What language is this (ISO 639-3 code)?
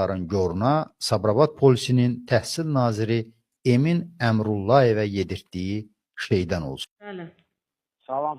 aze